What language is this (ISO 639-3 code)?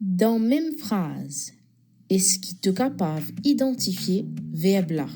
mfe